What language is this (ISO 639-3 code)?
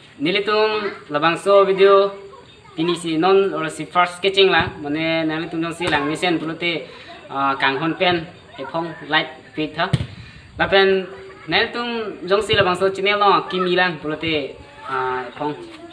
mjw